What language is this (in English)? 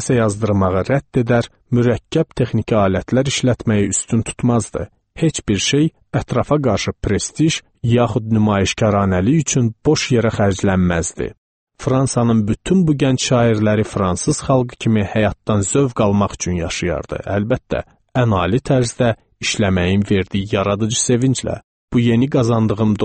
Azerbaijani